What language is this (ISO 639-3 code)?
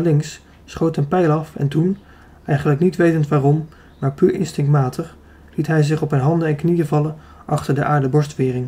nld